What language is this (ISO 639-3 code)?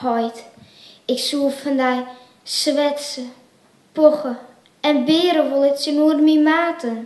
fry